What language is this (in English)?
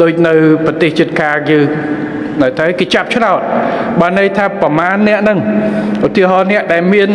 Khmer